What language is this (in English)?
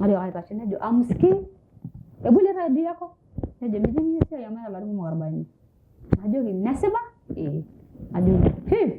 Masai